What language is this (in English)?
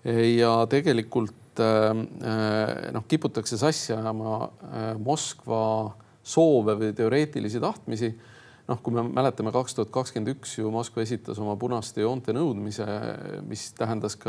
Estonian